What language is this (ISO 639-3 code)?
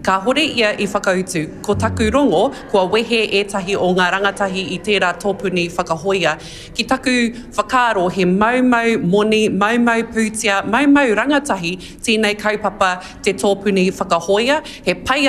mri